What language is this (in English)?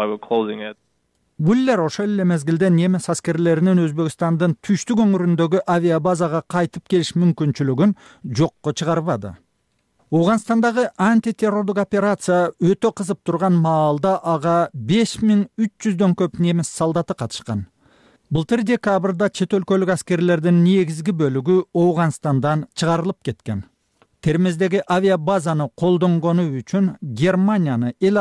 Kyrgyz